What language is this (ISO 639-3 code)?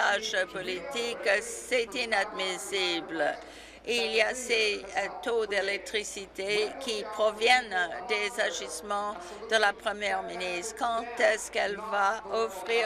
fra